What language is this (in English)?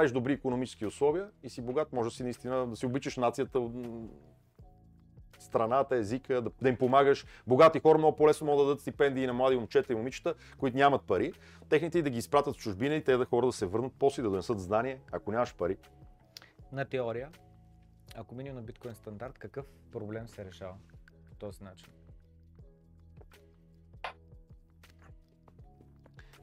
Bulgarian